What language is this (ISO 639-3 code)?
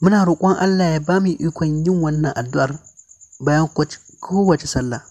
hau